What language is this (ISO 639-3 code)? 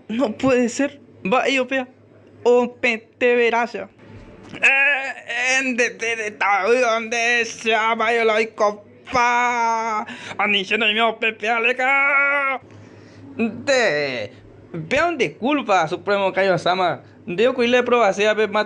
grn